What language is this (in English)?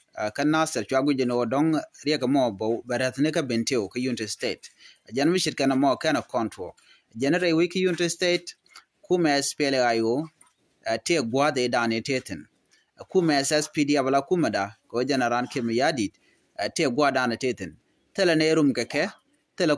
Nuer